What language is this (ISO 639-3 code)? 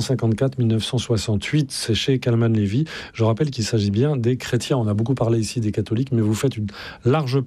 fra